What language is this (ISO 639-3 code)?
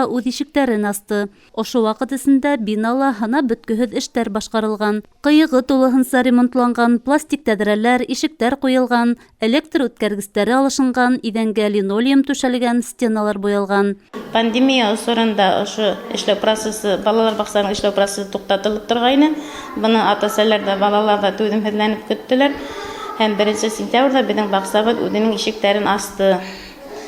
bak